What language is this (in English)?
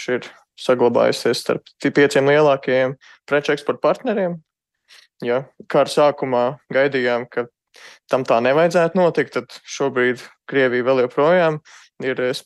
Latvian